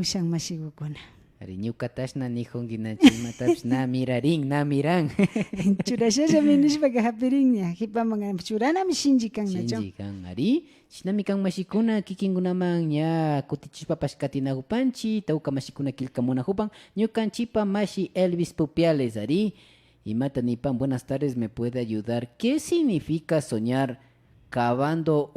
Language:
Imbabura Highland Quichua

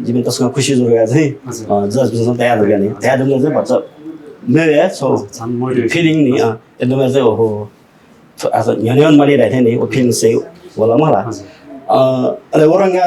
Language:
Newari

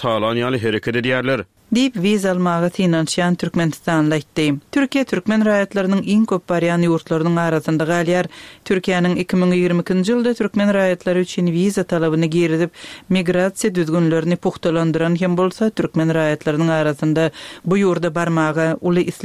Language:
Turkmen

